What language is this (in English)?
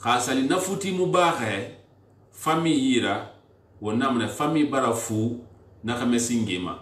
Susu